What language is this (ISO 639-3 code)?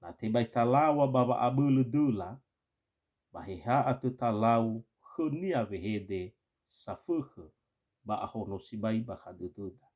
nia